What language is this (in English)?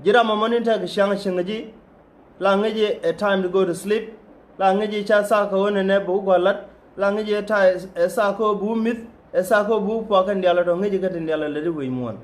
Nuer